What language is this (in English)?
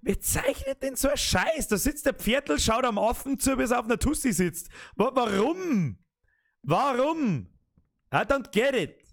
Bavarian